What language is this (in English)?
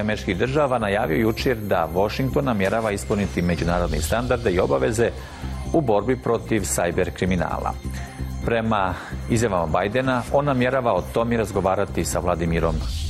Bosnian